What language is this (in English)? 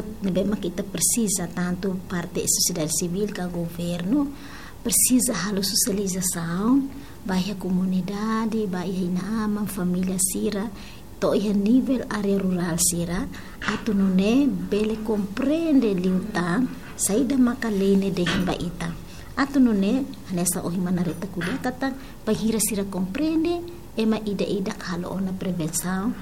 Tetum